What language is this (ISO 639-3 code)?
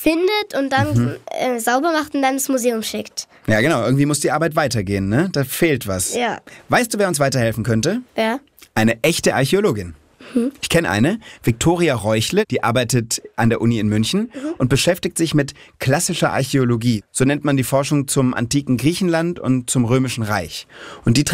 deu